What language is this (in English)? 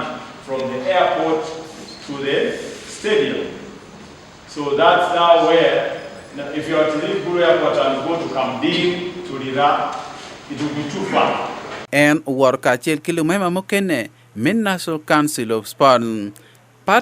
Acoli